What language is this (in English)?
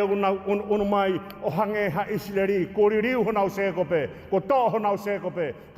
Tongan